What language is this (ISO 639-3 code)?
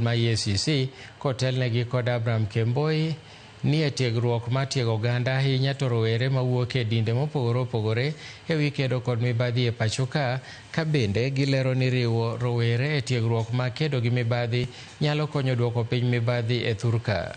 luo